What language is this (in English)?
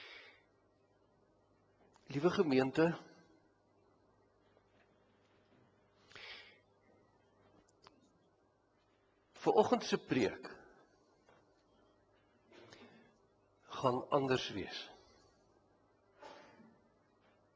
Afrikaans